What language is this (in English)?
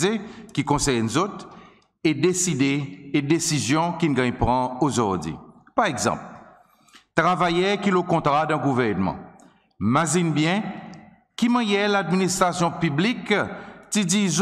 Seselwa Creole French